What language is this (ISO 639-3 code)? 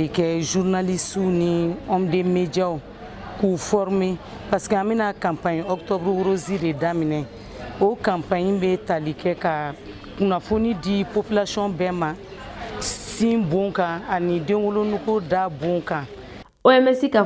bam